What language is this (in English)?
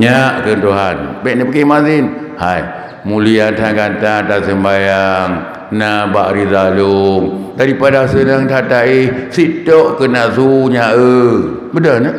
Achinese